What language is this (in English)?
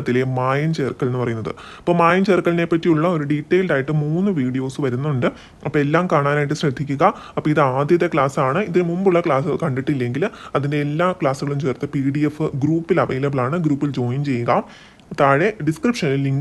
Malayalam